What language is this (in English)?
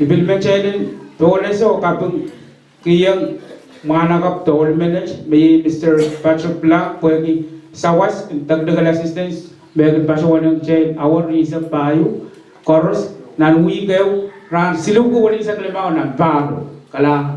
Pohnpeian